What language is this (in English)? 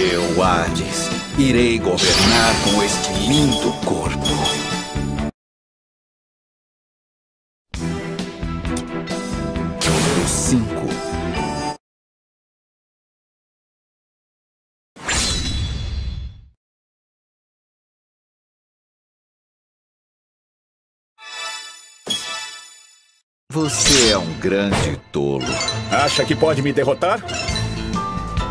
Portuguese